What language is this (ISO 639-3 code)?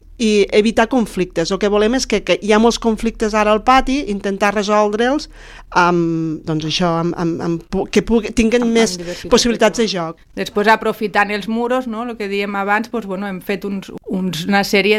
cat